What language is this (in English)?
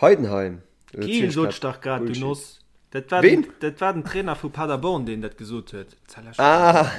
Luxembourgish